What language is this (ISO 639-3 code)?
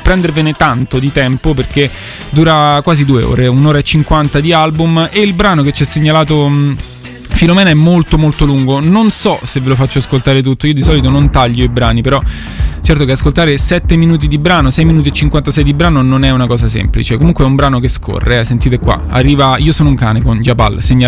ita